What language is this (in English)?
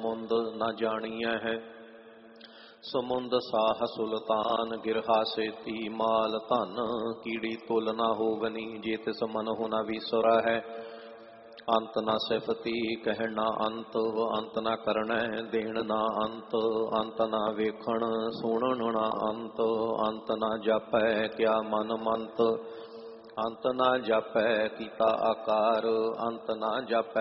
Punjabi